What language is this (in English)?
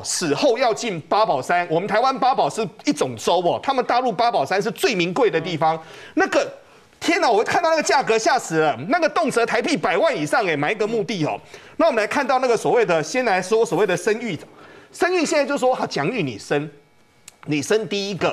Chinese